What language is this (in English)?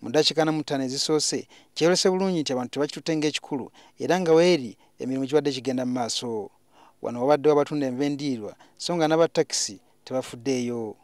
Ganda